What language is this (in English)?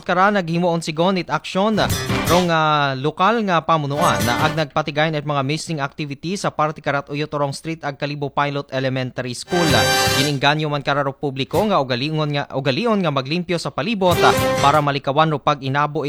Aklanon